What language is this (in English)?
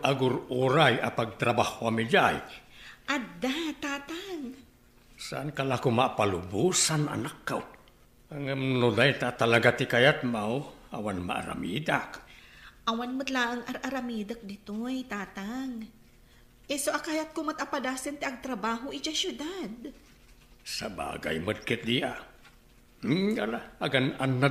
Iloko